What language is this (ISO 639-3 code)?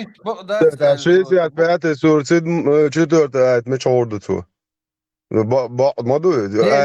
che